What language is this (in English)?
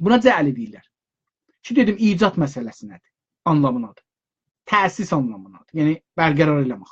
South Azerbaijani